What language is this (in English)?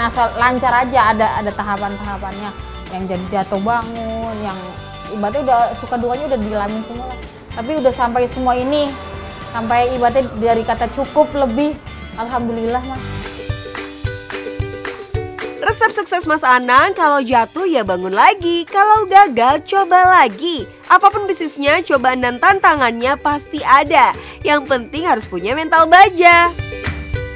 Indonesian